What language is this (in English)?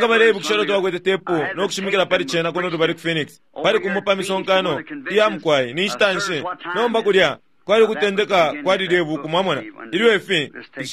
Bemba